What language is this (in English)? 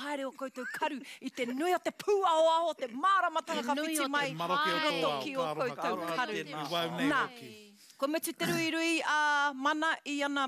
Māori